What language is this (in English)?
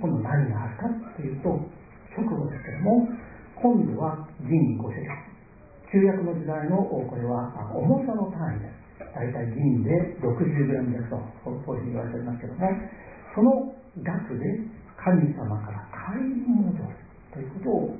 Japanese